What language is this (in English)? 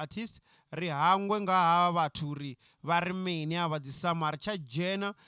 Venda